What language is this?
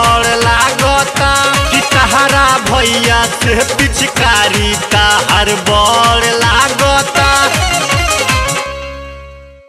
Bhojpuri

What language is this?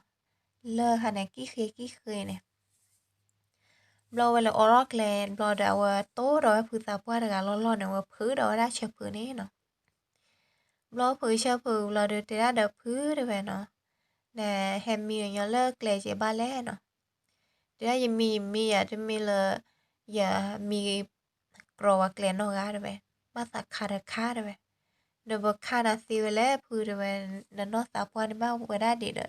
S'gaw Karen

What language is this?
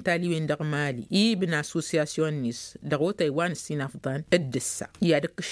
Tamasheq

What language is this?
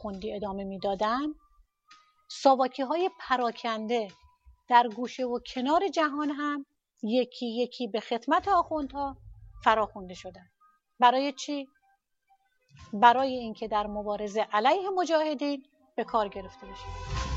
Persian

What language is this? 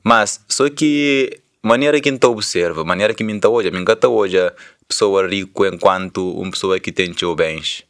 Kabuverdianu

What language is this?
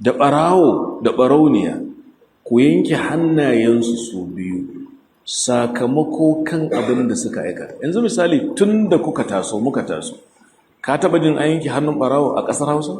Hausa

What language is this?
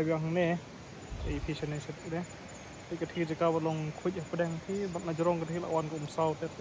Khasi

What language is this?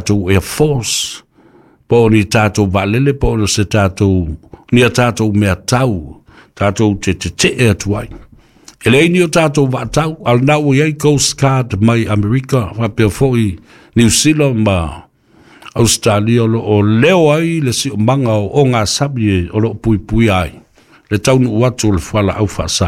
Samoan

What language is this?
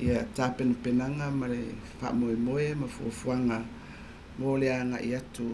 Samoan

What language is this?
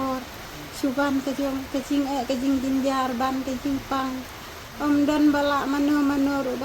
Khasi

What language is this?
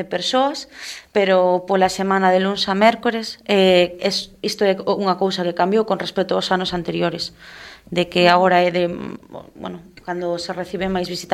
Galician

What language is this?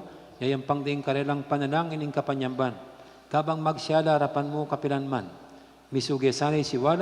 Pampanga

